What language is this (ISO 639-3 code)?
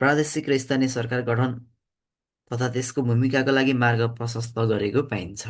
nep